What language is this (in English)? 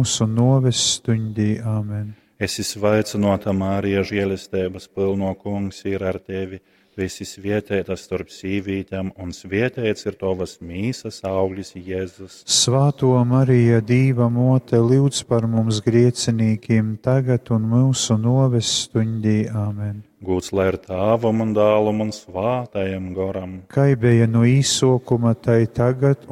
Latgalian